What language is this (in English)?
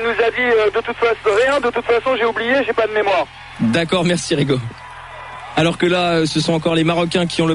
French